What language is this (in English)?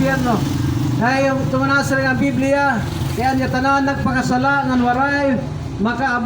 Waray